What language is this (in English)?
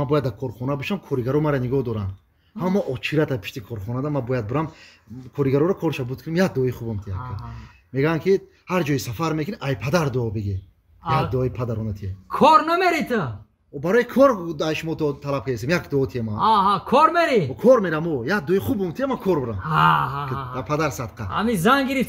Tajik